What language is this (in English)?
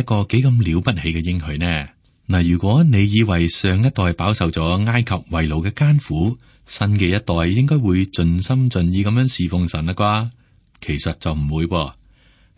Cantonese